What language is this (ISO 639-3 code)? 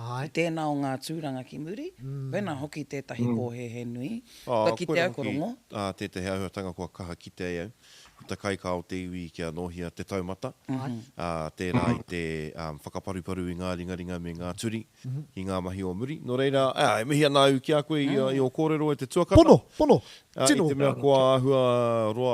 mri